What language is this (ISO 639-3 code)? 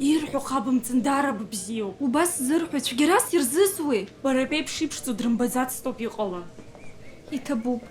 abk